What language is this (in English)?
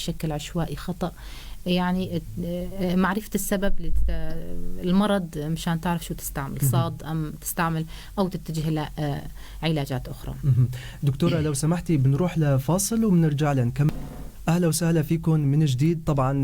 North Levantine Arabic